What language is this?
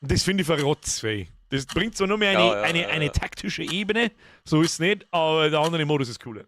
Bavarian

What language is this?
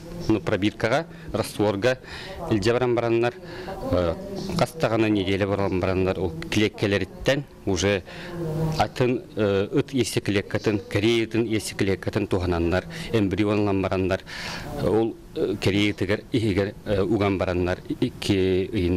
Yakut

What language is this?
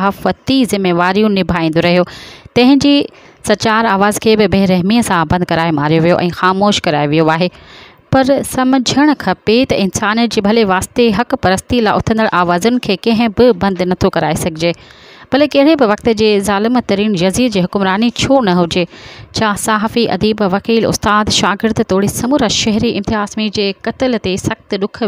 Sindhi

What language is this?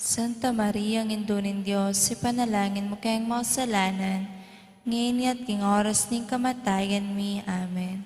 Pampanga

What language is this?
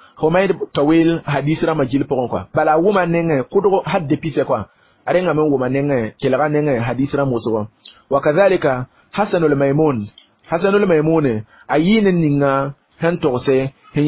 Mossi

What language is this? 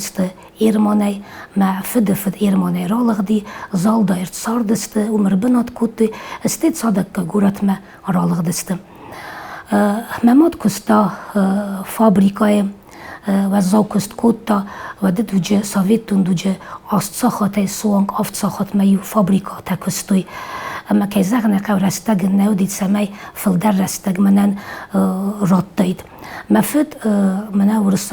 Ossetic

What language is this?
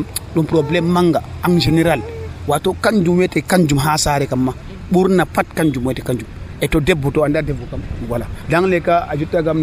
Nigerian Fulfulde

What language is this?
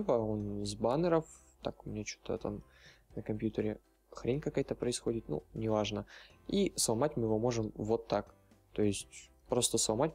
Russian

